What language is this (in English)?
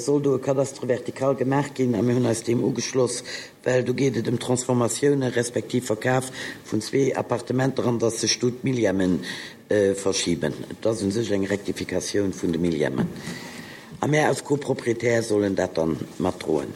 Luxembourgish